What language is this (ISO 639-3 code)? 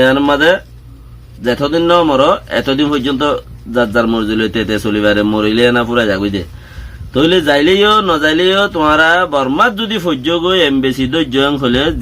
rhg